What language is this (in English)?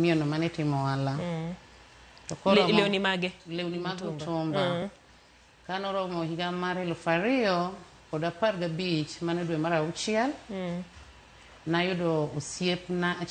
Luo (Kenya and Tanzania)